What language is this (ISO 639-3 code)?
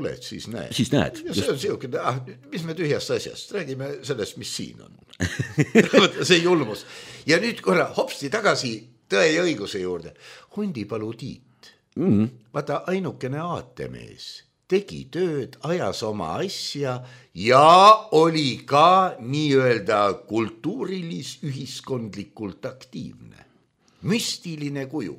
est